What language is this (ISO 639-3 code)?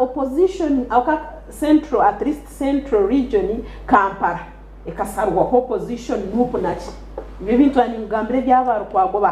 nyn